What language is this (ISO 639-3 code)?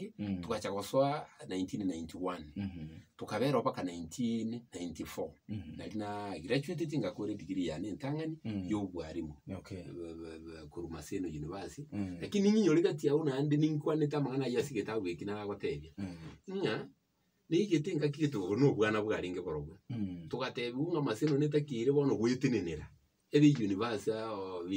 guz